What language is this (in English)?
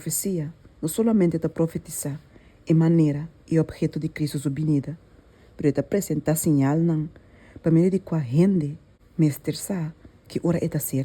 Papiamento